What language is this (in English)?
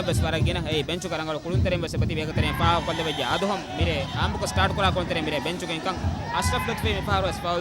Divehi